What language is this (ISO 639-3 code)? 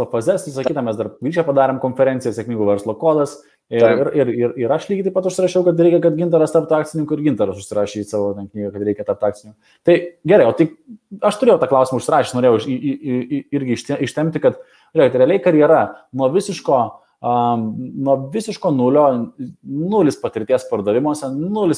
lit